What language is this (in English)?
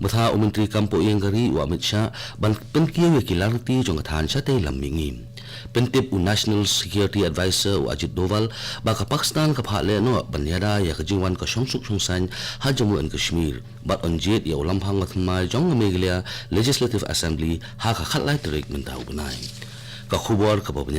Khasi